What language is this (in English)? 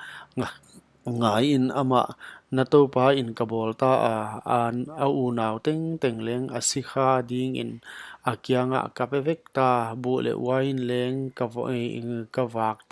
Paite Chin